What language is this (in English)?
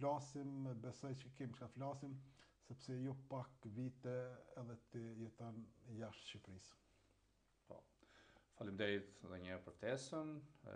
Albanian